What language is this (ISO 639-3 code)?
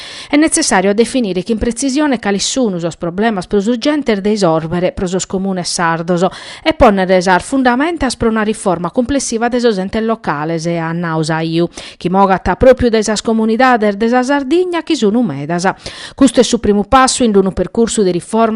srd